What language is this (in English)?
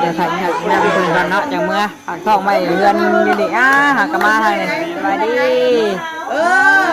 Northeastern Thai